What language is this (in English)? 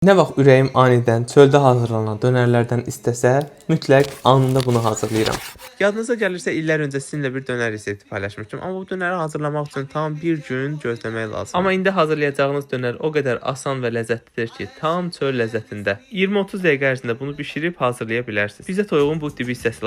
Azerbaijani